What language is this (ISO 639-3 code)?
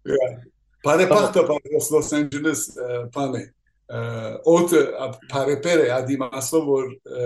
hyw